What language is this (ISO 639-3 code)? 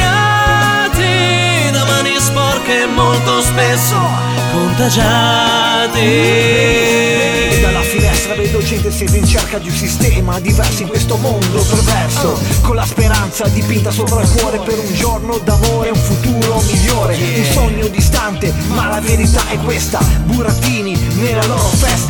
ita